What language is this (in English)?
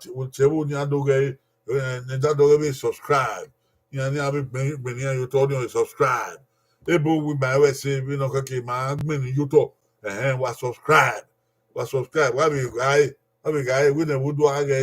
Bini